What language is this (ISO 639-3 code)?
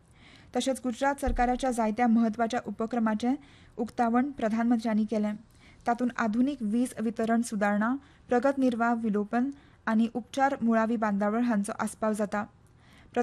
kok